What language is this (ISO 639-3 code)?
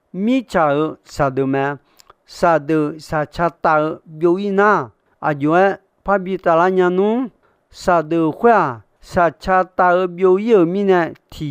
ahk